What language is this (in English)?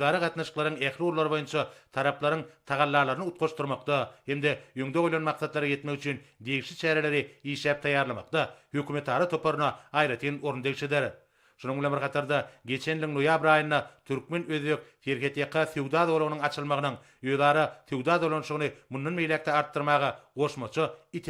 Turkmen